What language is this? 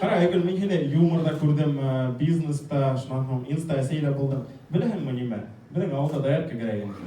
Bashkir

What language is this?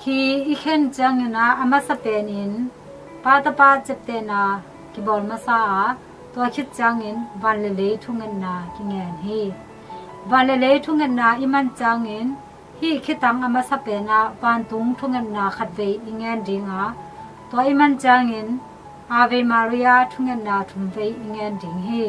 Tedim Chin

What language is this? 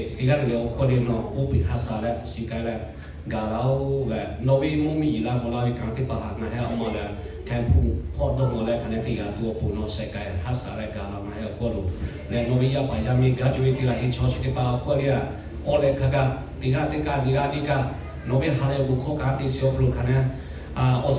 Lahu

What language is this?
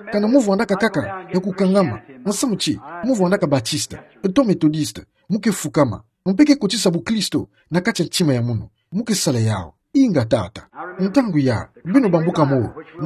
Kituba (Democratic Republic of Congo)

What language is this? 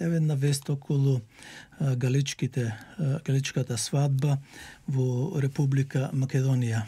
Macedonian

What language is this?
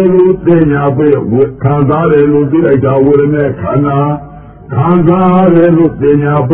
Burmese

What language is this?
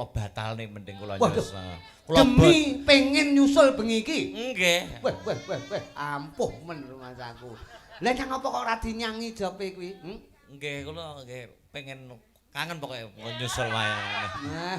Javanese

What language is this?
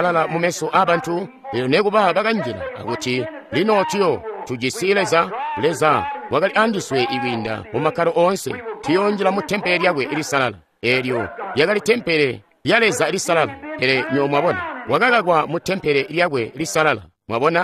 Tonga (Zambia)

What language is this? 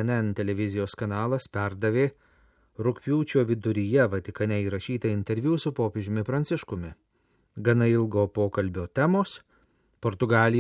Lithuanian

